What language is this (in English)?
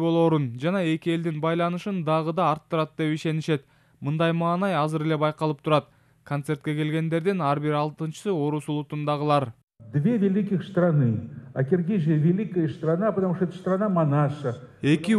Kyrgyz